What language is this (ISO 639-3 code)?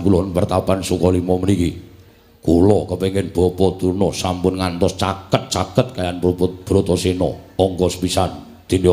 jav